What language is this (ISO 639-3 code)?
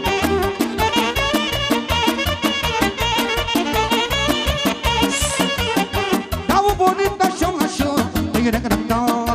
ron